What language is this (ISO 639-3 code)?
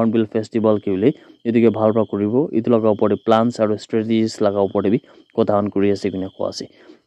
nag